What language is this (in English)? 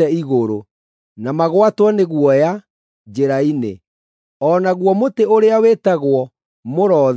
Kikuyu